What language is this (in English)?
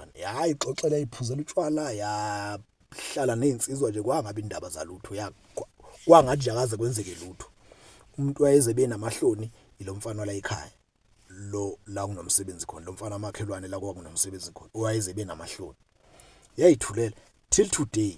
Zulu